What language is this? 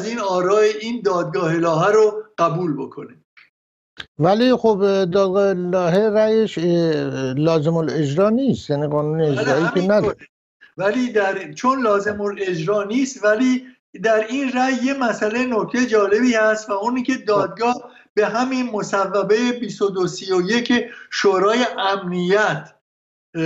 Persian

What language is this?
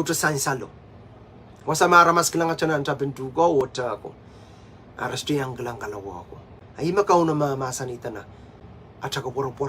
Pohnpeian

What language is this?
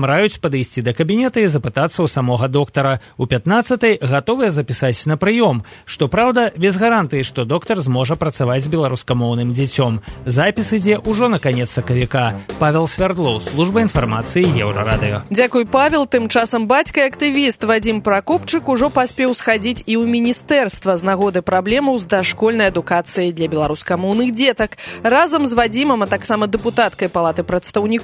Belarusian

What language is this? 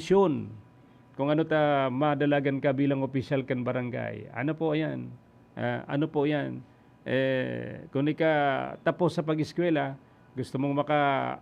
Bikol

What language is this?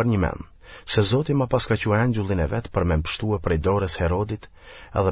Albanian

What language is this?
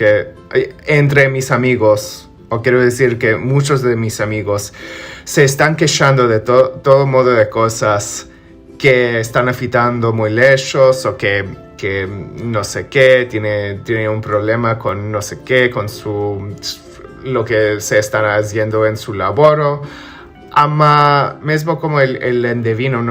Ladino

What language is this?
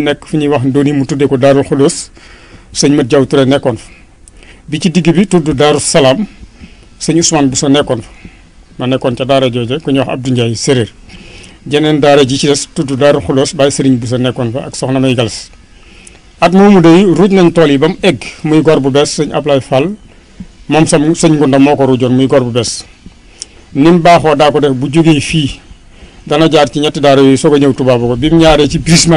Wolof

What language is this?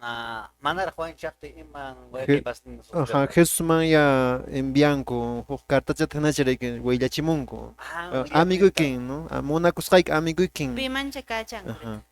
Quechua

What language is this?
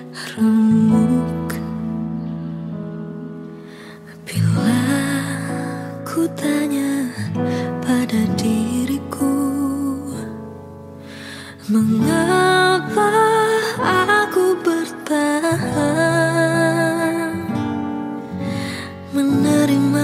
Indonesian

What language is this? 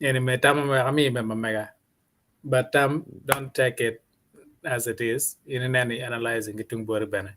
Acoli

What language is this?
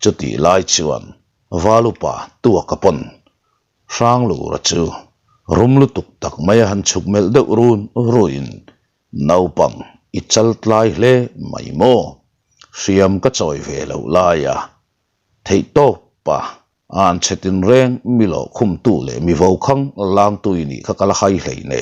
Mizo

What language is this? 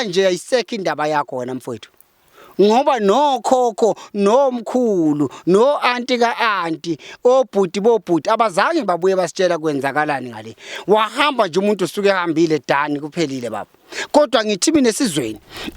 Zulu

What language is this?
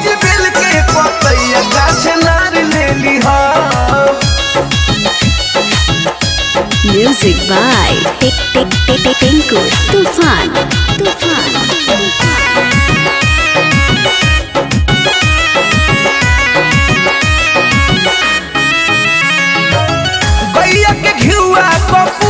Bhojpuri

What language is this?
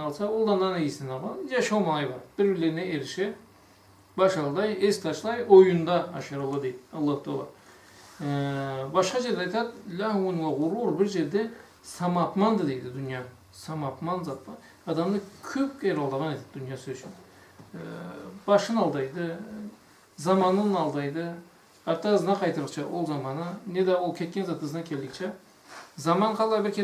Karachay-Balkar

